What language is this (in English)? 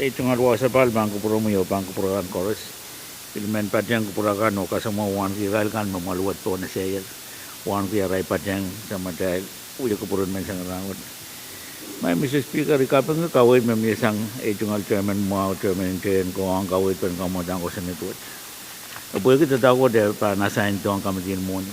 Pohnpeian